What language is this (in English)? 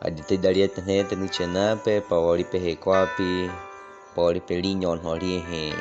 Baniwa